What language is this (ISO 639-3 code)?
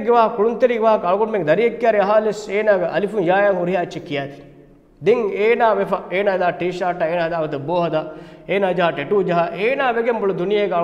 div